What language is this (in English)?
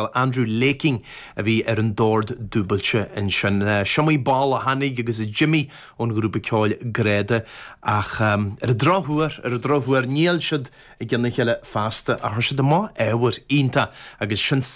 Irish